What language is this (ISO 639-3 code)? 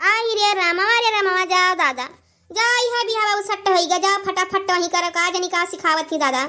awa